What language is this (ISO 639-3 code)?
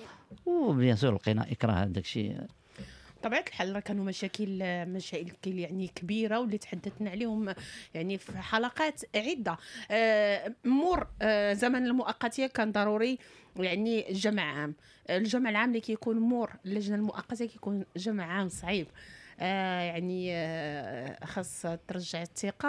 ary